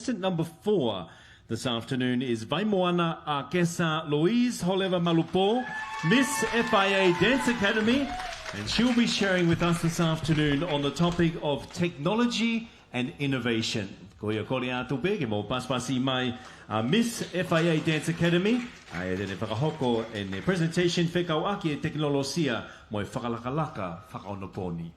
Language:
Tongan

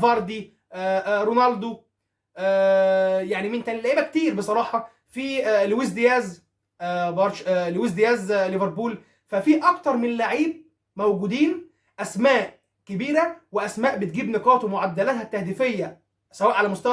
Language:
Egyptian Arabic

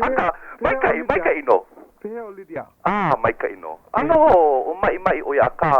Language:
Hawaiian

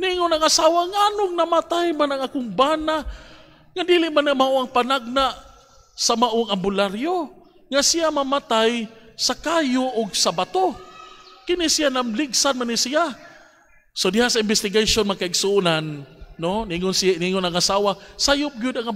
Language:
Cebuano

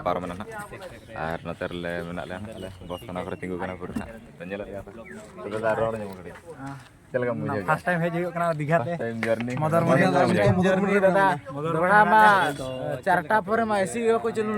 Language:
Santali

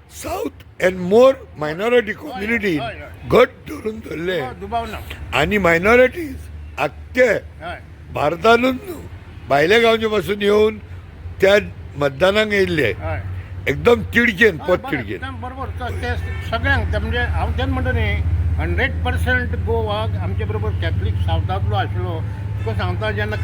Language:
Konkani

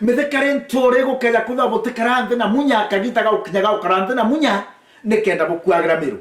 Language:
Meru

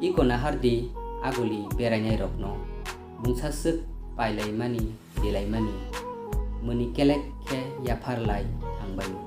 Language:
Kok Borok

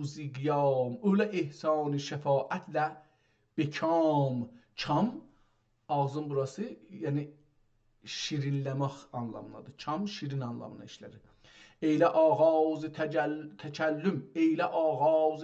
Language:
South Azerbaijani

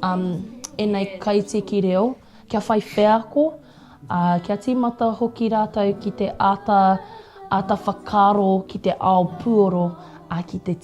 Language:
Māori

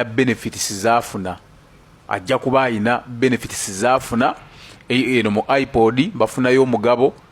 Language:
Ganda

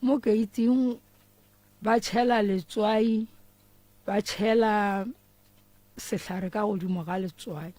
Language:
Northern Sotho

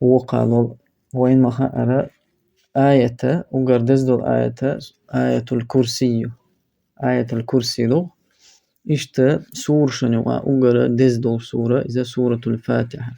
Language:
Chechen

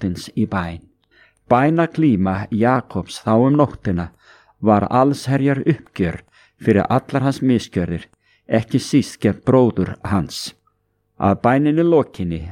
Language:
Icelandic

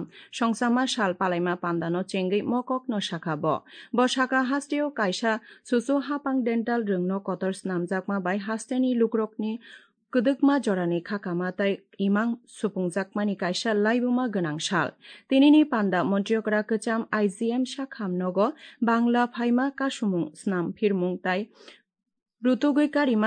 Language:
Kok Borok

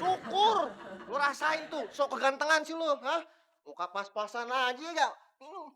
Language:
Betawi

